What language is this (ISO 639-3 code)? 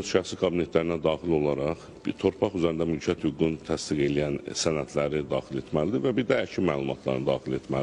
aze